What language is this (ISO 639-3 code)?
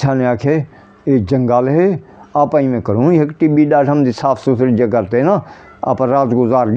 skr